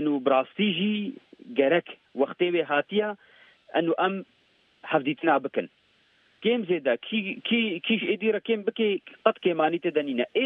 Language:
Kurdish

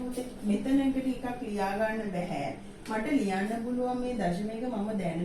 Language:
Sinhala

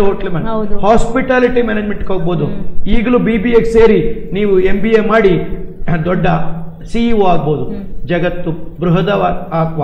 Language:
Kannada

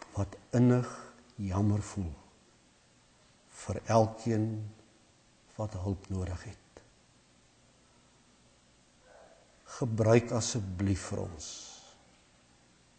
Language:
Afrikaans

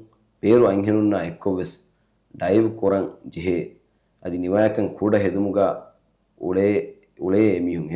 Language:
Divehi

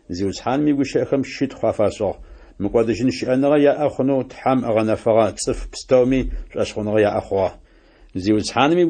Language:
Adyghe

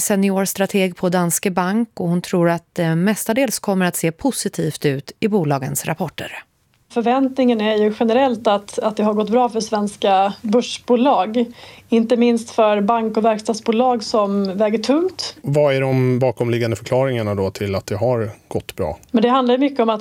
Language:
Swedish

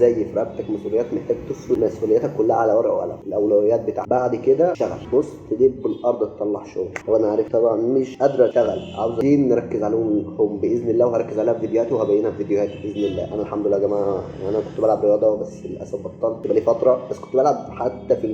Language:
Egyptian Arabic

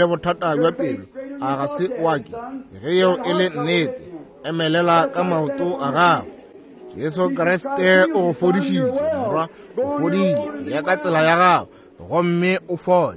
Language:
Northern Sotho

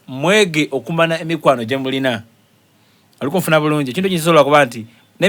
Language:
Soga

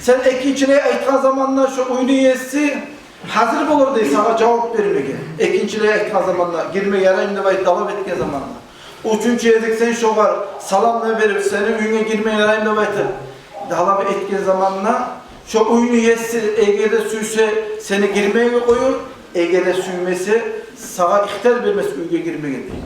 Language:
Kumyk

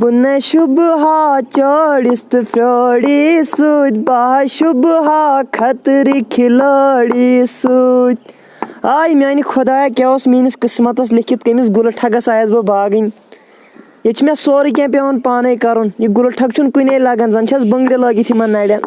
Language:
Kashmiri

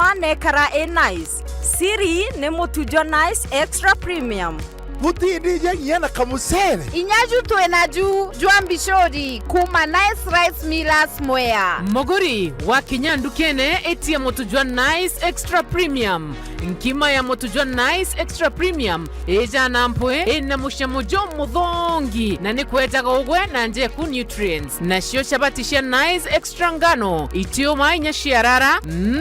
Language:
Meru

